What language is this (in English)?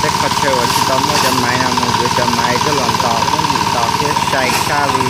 Hmong